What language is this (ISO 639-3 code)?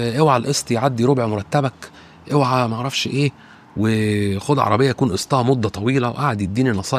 arz